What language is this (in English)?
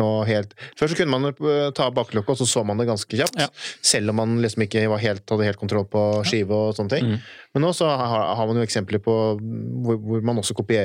Norwegian